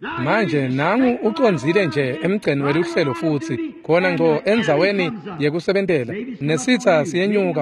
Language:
Swati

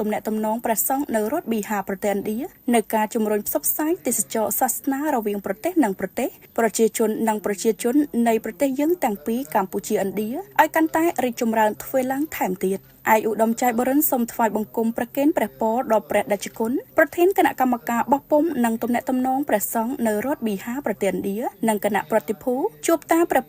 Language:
Khmer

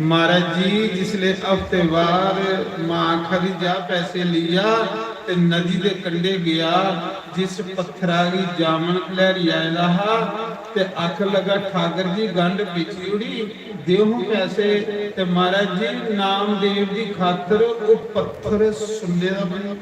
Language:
Dogri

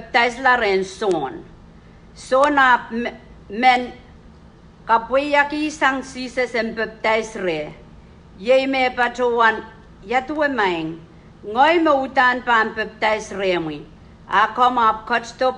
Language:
Pohnpeian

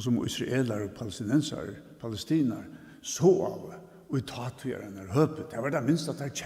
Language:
Faroese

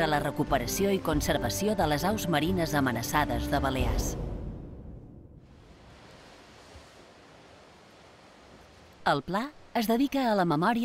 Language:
Catalan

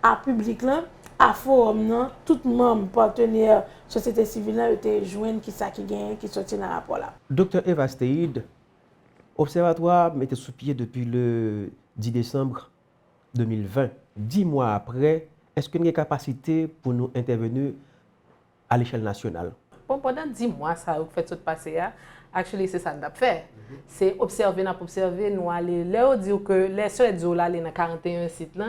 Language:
Haitian Creole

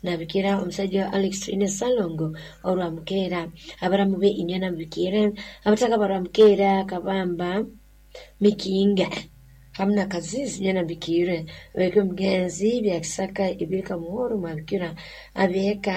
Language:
Nyoro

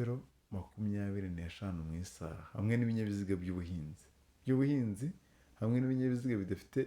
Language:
Kinyarwanda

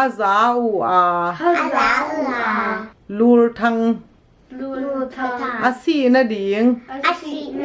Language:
Tedim Chin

